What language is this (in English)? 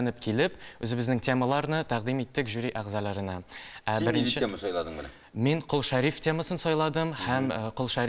Tatar